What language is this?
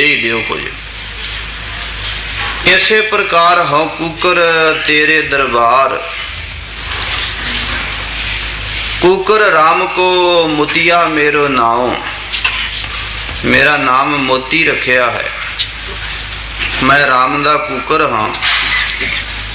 Punjabi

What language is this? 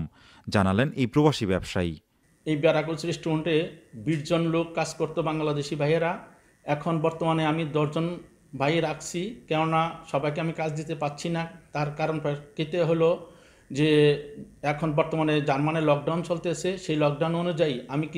Bangla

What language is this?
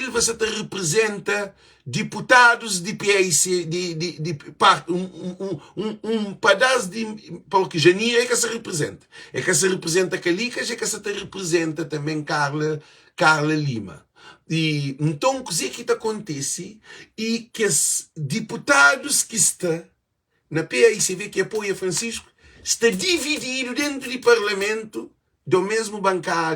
Kabuverdianu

